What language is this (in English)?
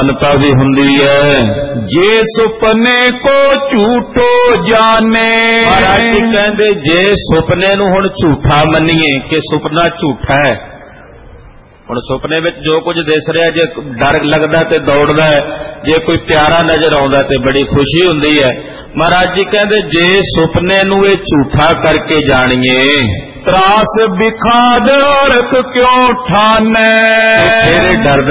Punjabi